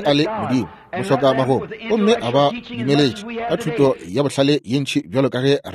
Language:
Northern Sotho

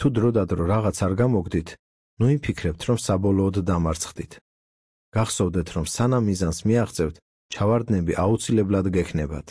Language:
Georgian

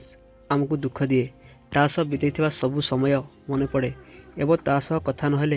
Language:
Odia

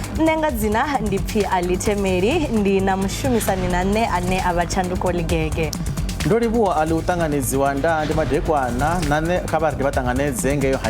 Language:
Venda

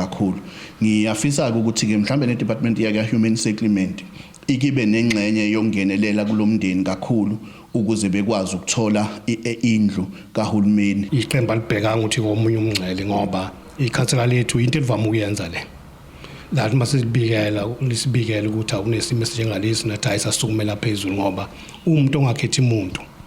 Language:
Zulu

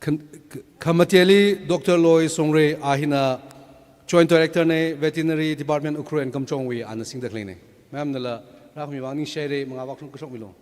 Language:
Tangkhul Naga (India)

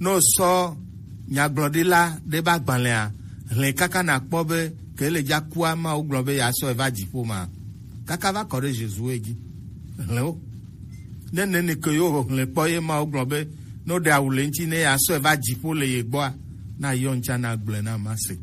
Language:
Gen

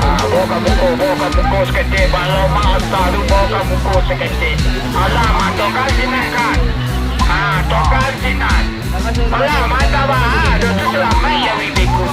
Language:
Minangkabau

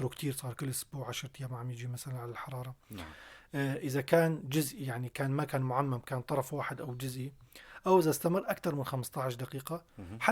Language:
North Levantine Arabic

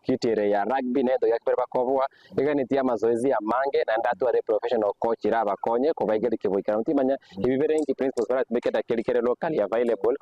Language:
Gusii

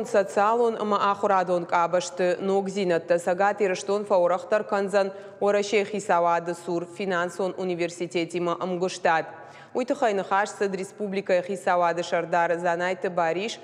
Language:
Ossetic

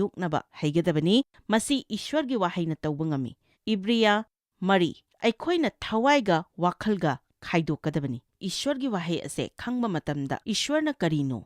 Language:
Manipuri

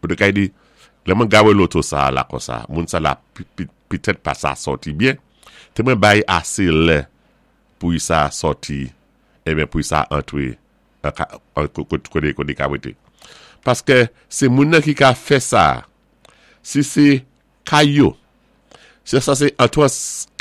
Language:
Saint Lucian Creole French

